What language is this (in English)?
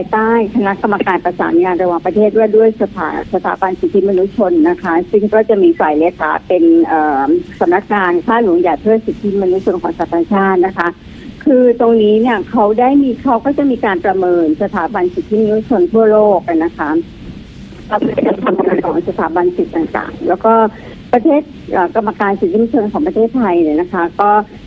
Thai